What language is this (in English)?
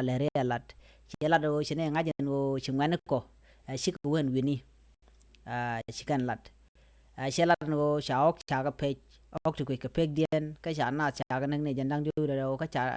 Nuer